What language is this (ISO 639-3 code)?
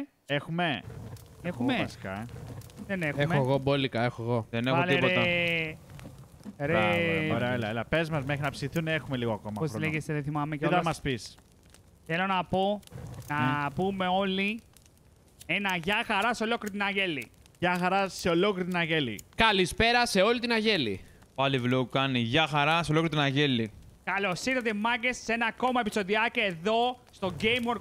ell